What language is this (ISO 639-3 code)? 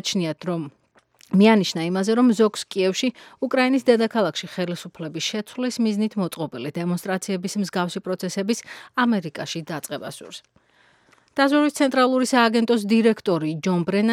kat